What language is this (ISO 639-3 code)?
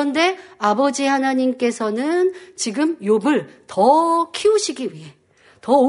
kor